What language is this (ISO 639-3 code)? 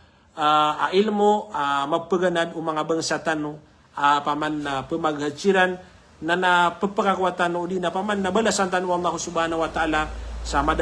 mrw